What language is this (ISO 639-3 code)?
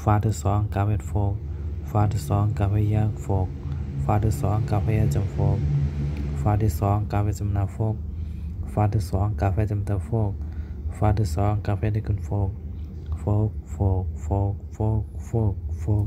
shn